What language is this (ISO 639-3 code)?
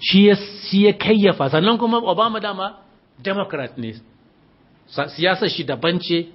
hau